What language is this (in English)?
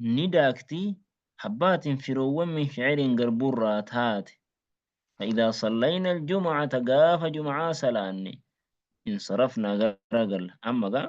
Oromo